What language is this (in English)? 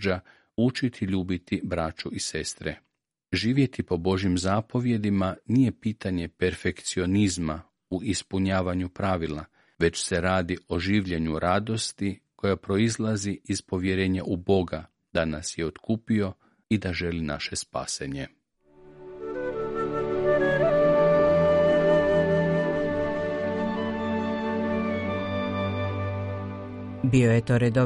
Croatian